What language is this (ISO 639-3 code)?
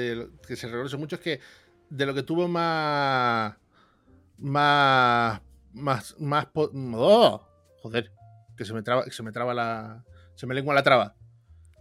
spa